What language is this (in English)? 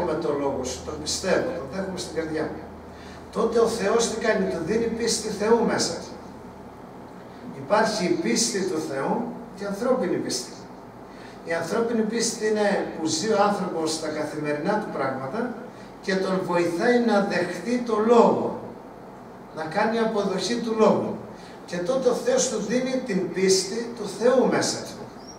Greek